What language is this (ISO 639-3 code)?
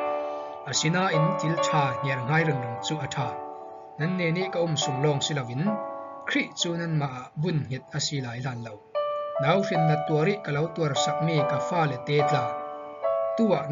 cfm